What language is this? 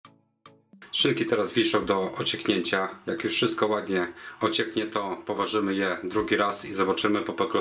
Polish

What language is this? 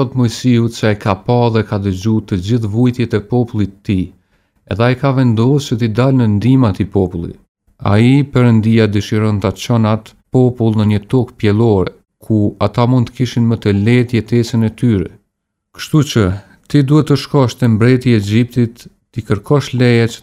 Albanian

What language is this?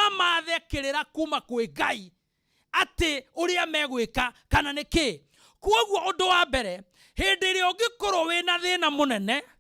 Kikuyu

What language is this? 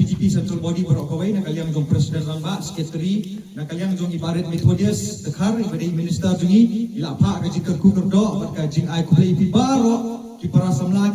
Khasi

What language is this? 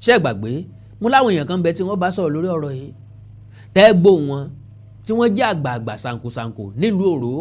Yoruba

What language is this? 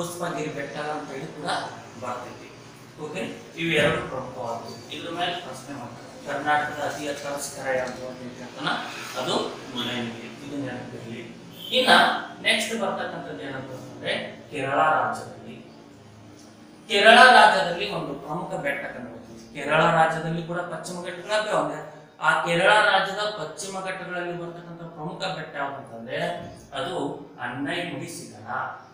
Kannada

